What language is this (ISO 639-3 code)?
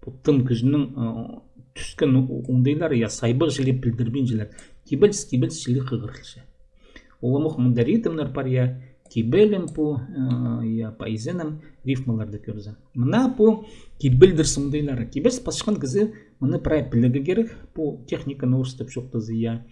kjh